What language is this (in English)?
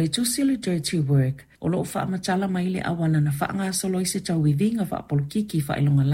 Samoan